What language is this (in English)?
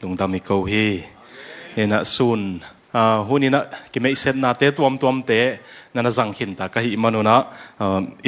Tedim Chin